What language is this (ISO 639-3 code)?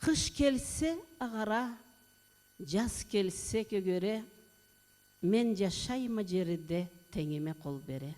krc